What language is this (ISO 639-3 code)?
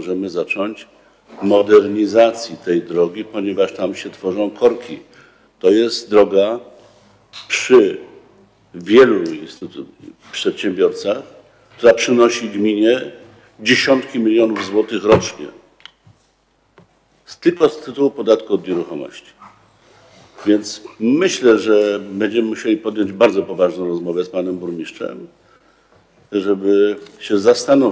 pol